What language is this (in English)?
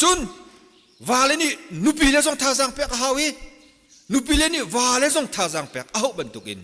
Hakha Chin